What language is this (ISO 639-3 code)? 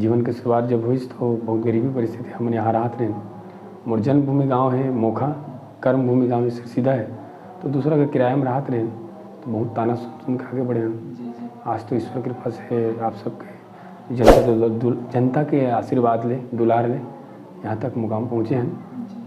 hne